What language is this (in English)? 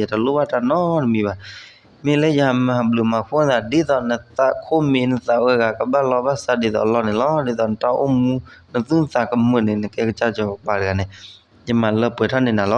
S'gaw Karen